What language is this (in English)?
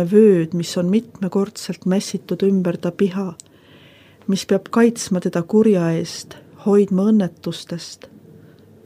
Estonian